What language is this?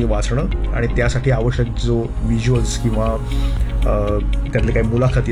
Marathi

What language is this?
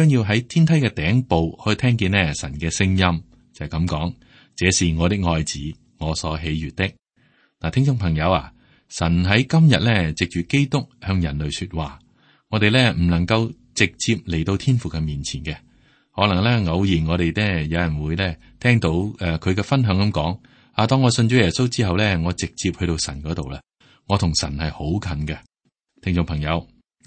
Cantonese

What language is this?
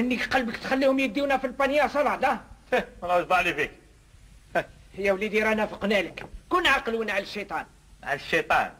Algerian Arabic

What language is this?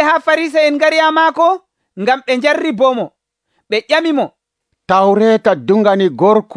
Nigerian Fulfulde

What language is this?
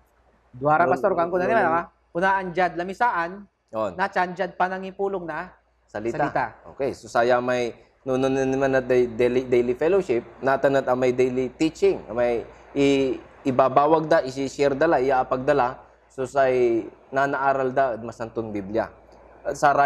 Pangasinan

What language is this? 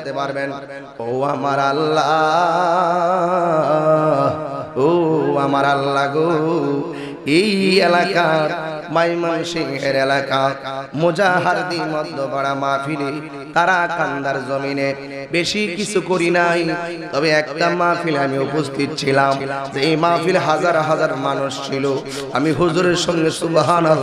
Bangla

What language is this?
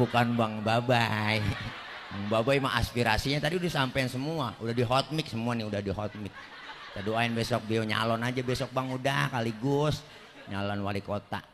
Betawi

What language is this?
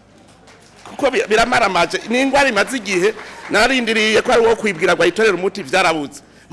Rundi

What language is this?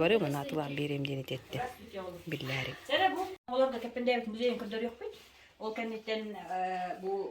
Yakut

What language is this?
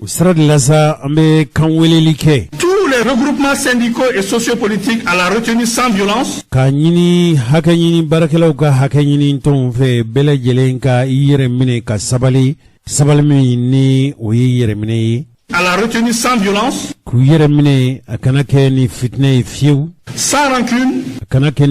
Bambara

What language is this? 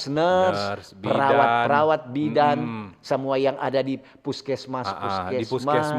Manado Malay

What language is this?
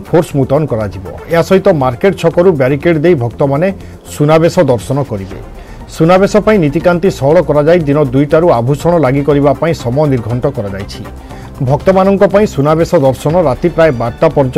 Odia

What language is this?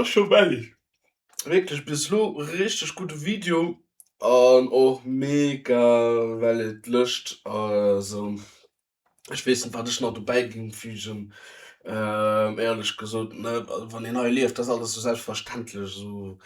Luxembourgish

